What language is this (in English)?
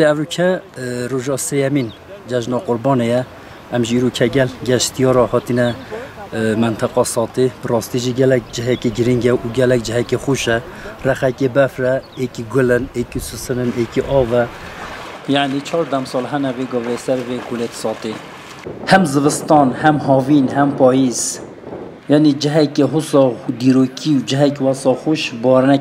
Kurdish